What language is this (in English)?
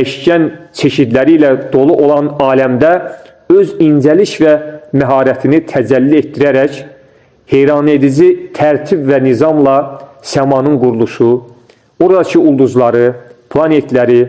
Azerbaijani